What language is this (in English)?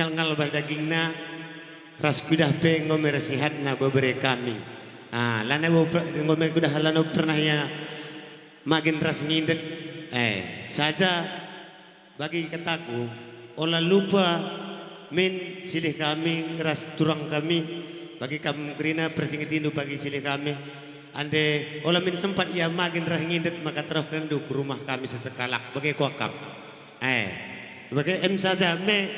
Batak Karo